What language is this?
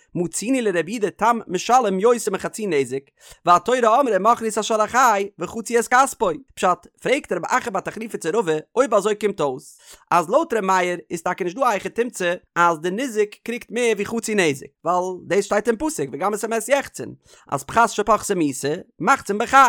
Yiddish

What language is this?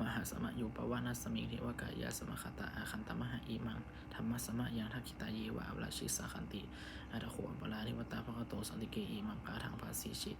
Pali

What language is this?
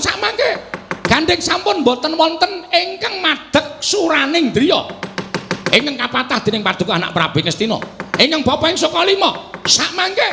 Javanese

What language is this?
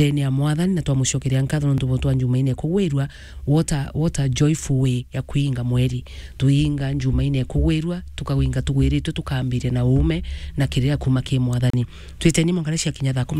Meru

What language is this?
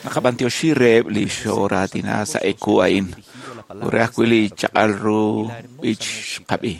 Kekchí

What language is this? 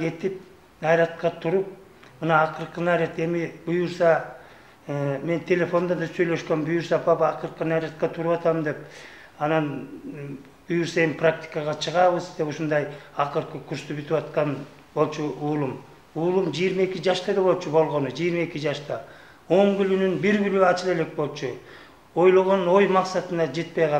Kyrgyz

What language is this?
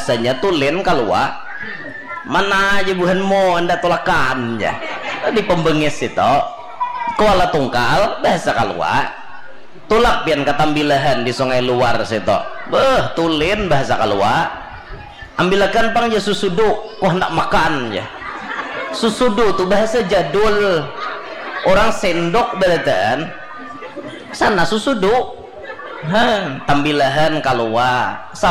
Banjar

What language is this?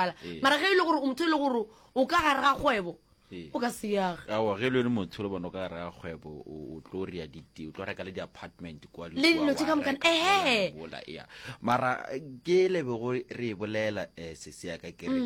Northern Sotho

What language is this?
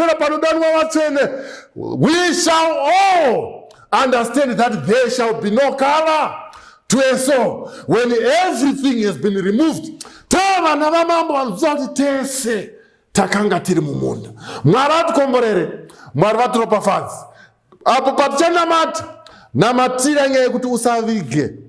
Shona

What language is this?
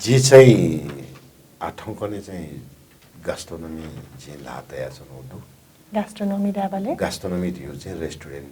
Newari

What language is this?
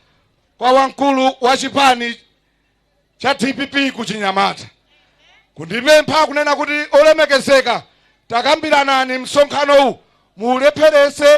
Nyanja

